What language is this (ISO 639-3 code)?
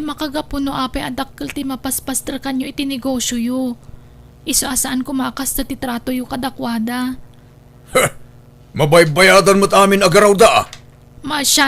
ilo